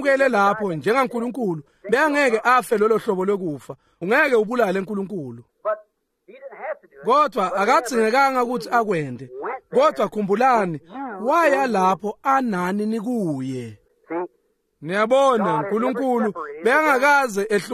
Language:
Swati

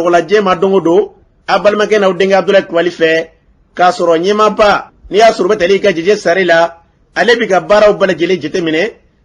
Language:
Bambara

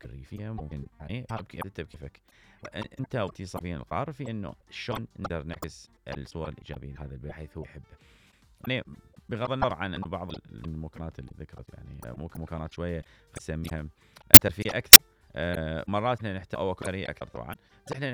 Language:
Mesopotamian Arabic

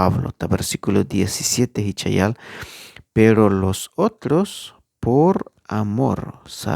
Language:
Tzeltal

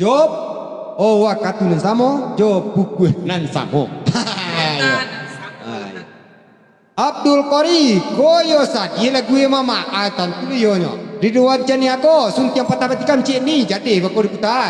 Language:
Minangkabau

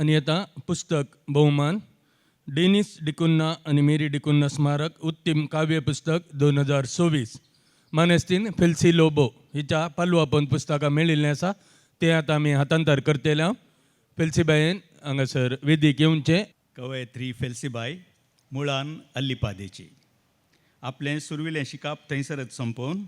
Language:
Konkani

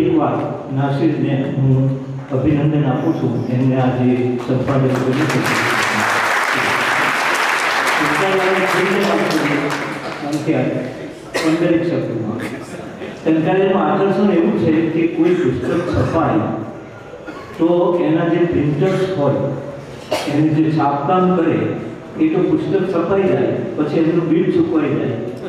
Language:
Gujarati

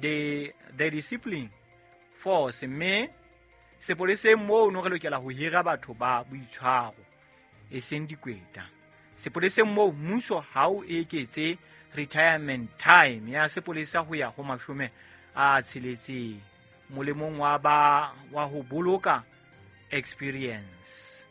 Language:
Southern Sotho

